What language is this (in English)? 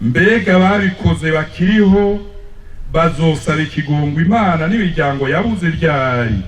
Rundi